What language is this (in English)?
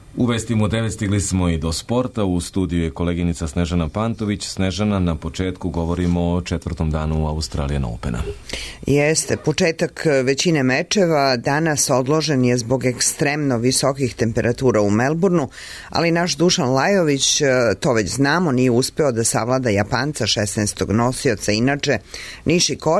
Serbian